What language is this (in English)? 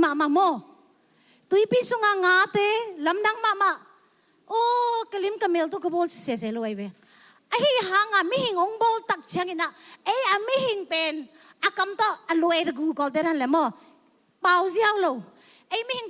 Tedim Chin